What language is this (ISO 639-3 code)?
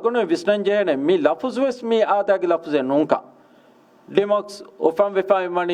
div